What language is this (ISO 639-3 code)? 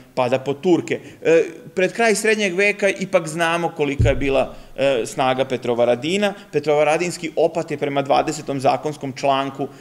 srp